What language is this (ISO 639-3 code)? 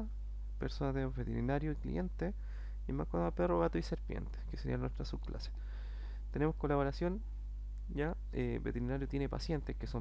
spa